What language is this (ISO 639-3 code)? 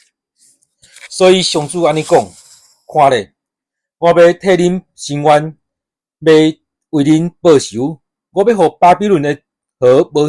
nan